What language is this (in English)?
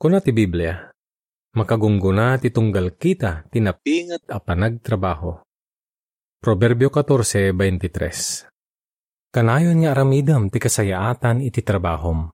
Iloko